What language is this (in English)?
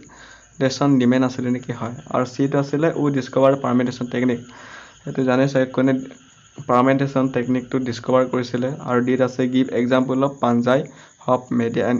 Assamese